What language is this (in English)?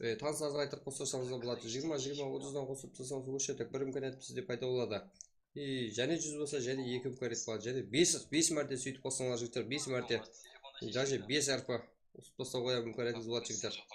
Kara-Kalpak